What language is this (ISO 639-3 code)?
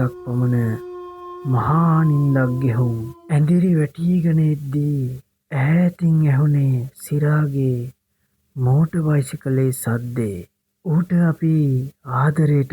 sin